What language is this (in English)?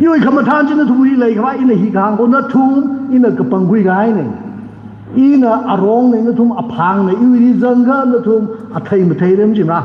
Tangkhul Naga (India)